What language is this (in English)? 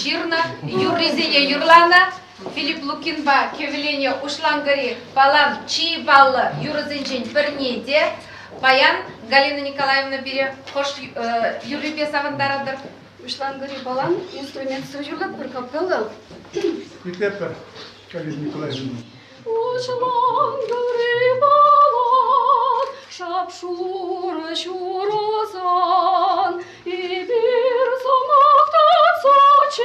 Chuvash